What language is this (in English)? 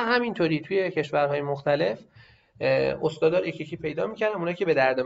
Persian